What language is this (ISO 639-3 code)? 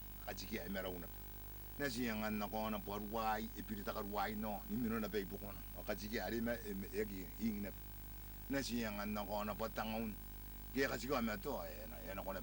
gil